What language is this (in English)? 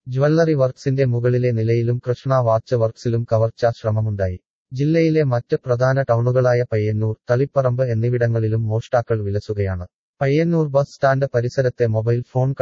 Malayalam